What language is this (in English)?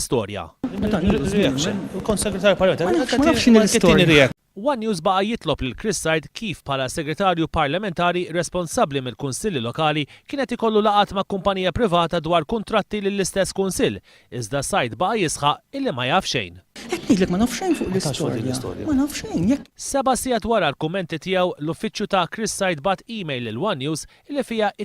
Maltese